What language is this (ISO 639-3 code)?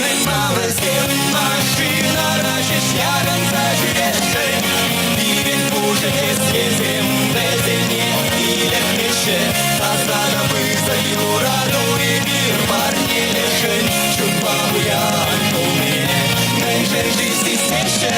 chv